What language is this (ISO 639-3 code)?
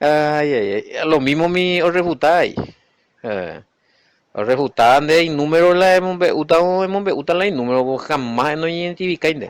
grn